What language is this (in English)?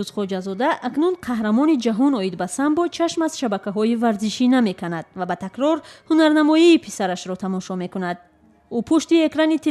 Tajik